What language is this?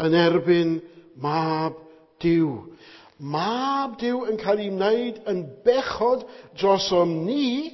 Welsh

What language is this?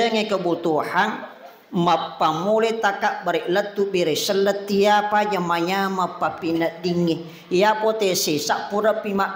Buginese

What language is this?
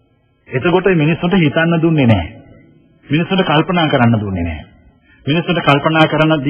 Sinhala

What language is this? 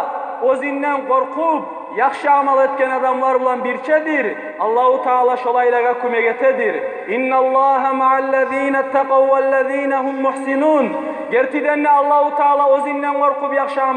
Kumyk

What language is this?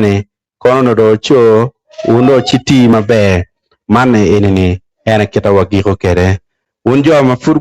Acoli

